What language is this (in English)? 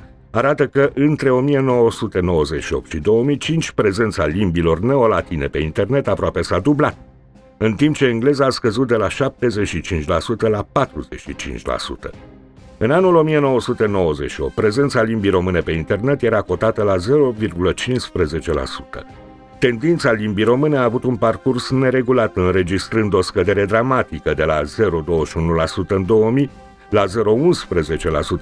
Romanian